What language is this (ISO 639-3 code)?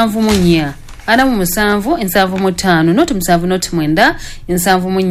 lug